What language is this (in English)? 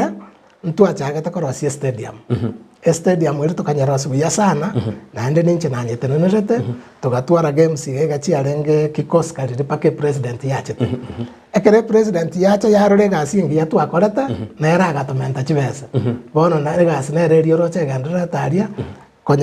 Gusii